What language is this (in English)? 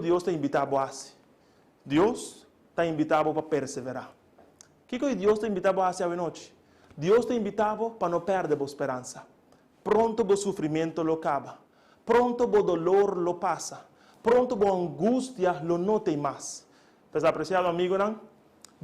Papiamento